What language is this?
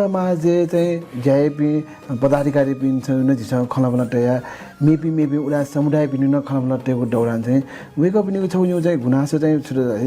Newari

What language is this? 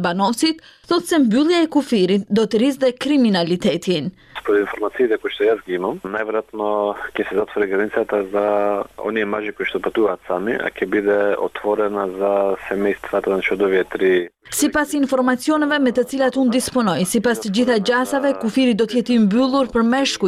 Albanian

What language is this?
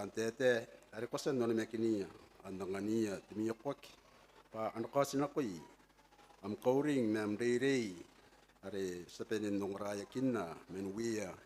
Gilbertese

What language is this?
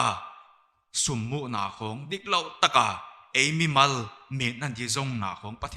Paite Chin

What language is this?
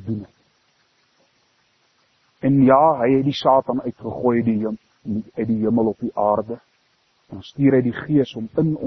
Afrikaans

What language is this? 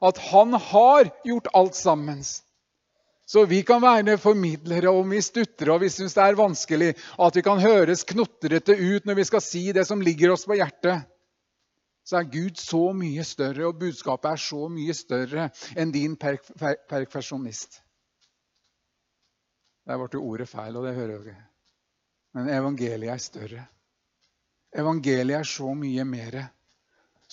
Norwegian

